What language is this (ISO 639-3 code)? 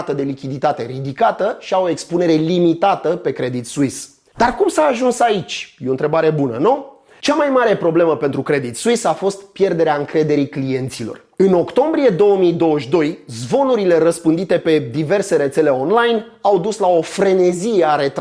ron